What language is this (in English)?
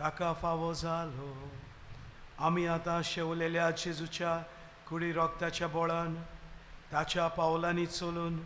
Konkani